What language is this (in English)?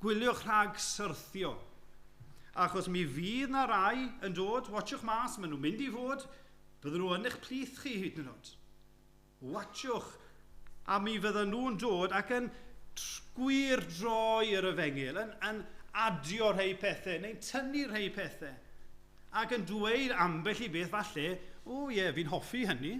Welsh